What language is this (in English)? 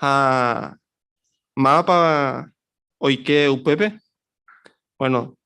Guarani